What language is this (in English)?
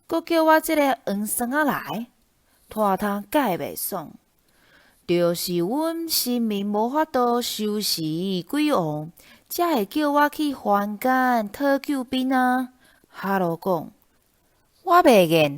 Min Nan Chinese